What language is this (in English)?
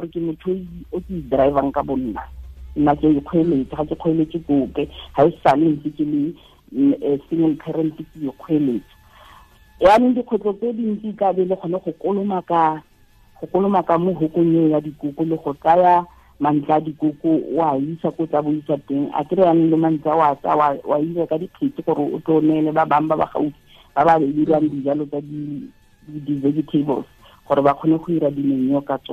Tswana